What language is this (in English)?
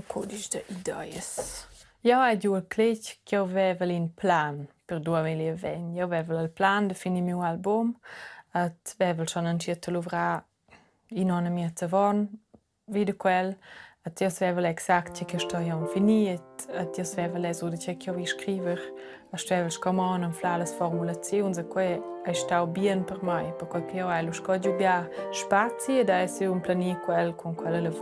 Romansh